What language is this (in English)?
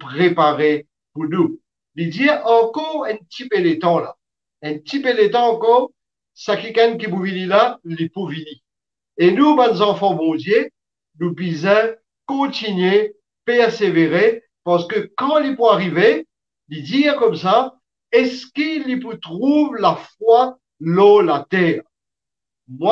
Morisyen